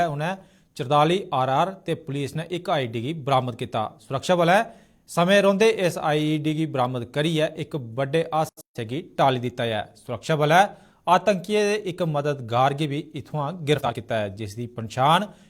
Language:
Dogri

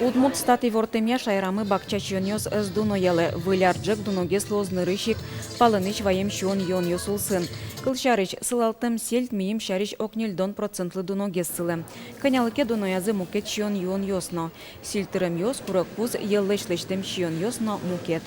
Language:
Udmurt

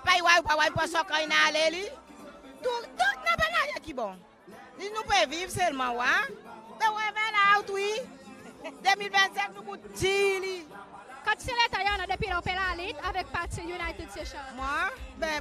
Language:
Seselwa Creole French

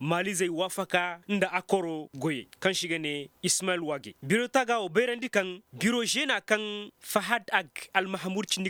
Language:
Koyraboro Senni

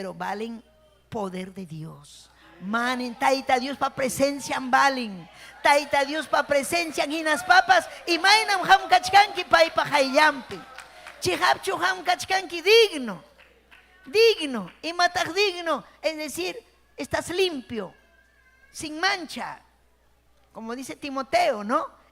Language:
Ayacucho Quechua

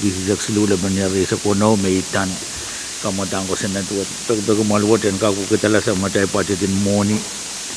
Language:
Pohnpeian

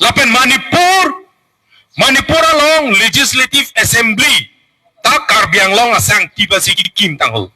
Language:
Karbi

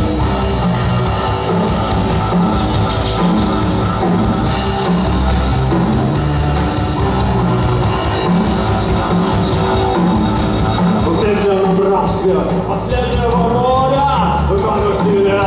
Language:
Russian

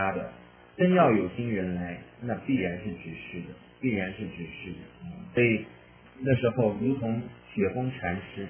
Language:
Chinese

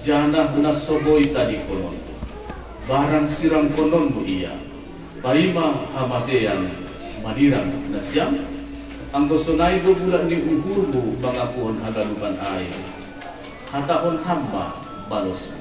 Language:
Batak Simalungun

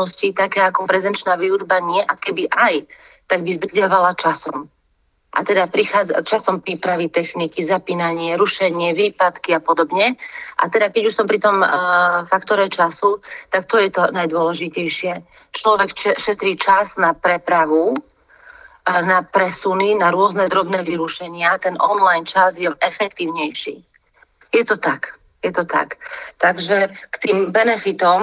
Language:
Slovak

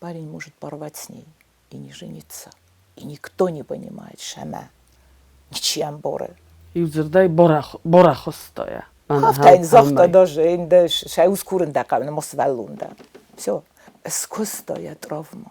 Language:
Ossetic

